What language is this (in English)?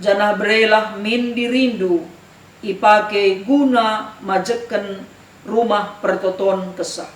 Batak Karo